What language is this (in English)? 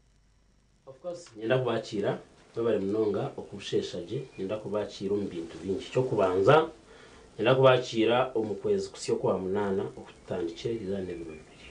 Nyankole